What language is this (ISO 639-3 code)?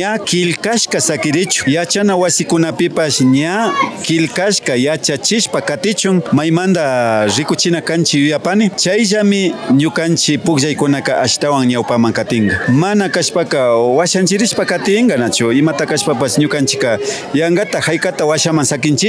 qvi